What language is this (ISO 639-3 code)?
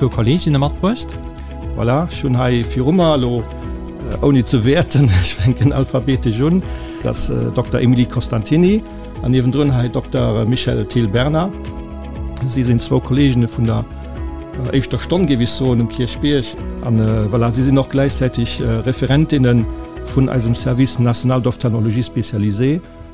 ltz